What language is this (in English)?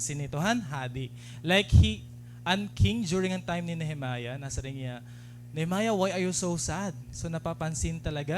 Waray